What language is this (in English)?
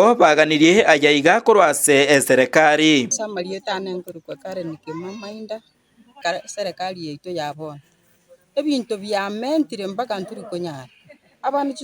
Gusii